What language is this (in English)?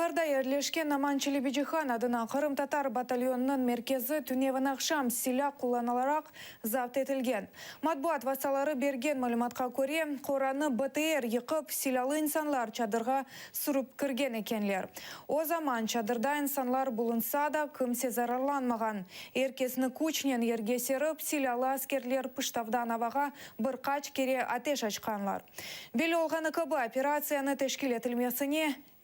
Crimean Tatar